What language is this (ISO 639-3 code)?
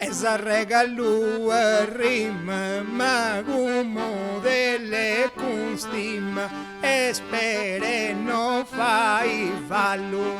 srd